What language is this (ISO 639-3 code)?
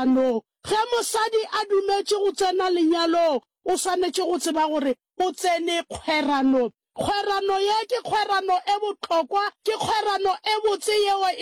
nso